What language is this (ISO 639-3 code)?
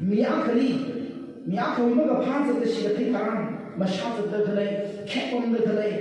nmf